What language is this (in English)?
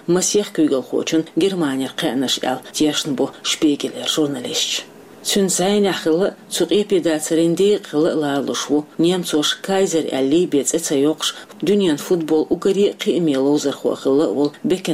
Chechen